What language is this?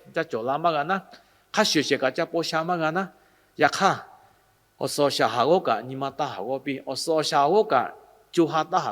Lahu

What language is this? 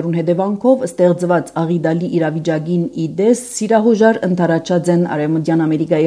Armenian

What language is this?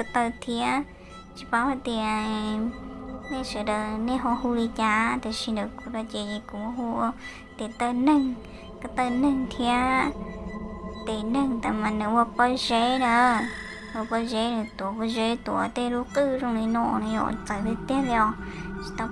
Hmong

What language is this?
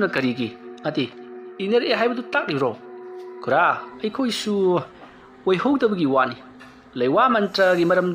Manipuri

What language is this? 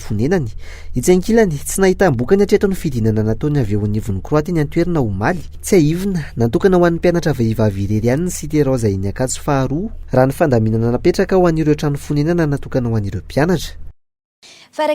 Malagasy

